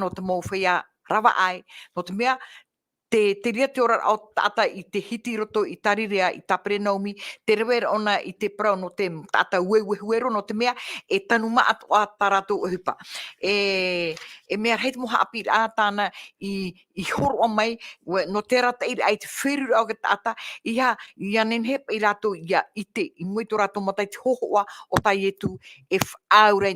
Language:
Tahitian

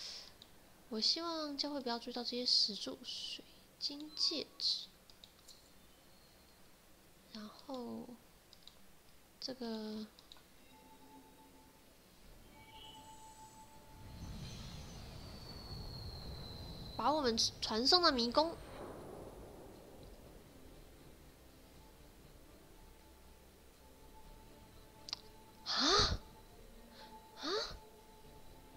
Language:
Chinese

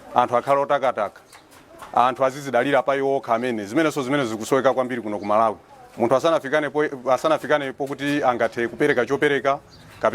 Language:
Nyanja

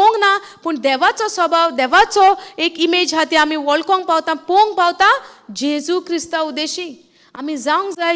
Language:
Konkani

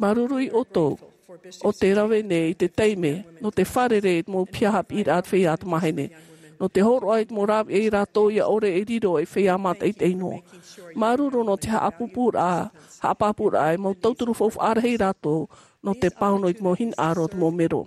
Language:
Tahitian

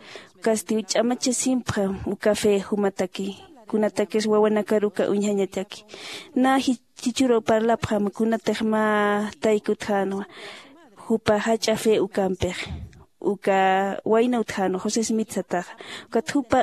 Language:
Aymara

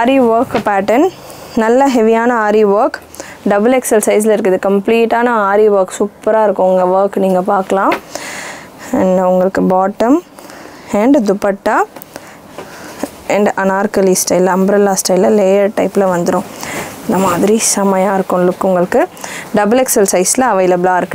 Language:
Tamil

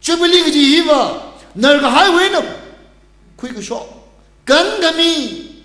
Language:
Tangkhul Naga (India)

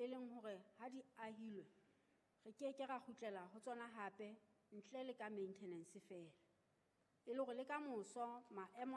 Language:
Southern Sotho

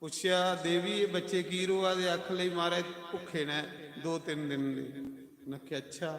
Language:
Dogri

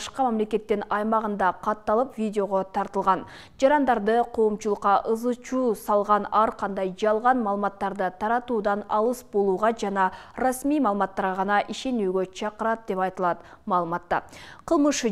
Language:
Kyrgyz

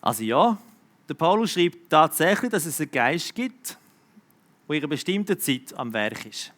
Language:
Swiss German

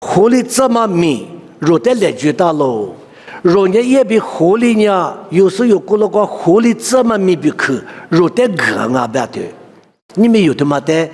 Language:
Lisu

